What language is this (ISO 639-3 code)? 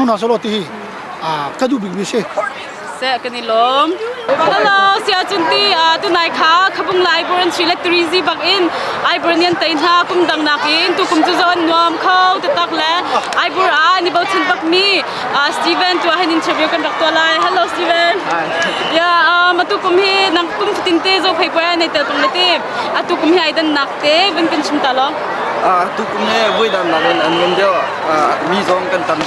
cnh